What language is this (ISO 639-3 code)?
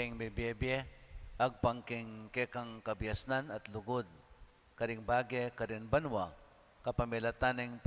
pam